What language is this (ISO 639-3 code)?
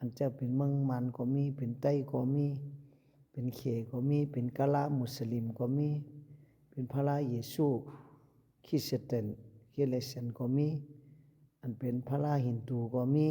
shn